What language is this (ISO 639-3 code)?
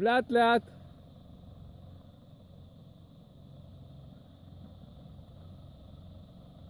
heb